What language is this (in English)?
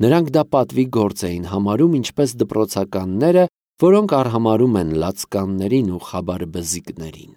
Armenian